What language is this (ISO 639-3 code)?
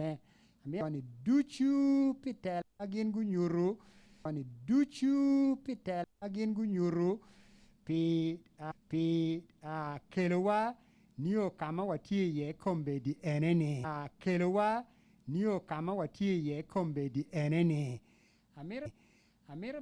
ach